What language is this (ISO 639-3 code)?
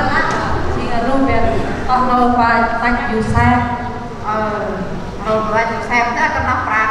cmo